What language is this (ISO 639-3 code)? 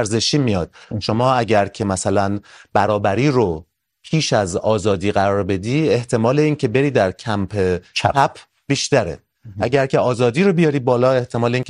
fas